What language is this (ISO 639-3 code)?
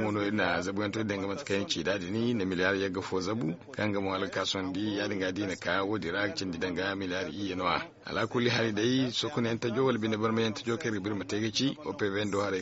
dje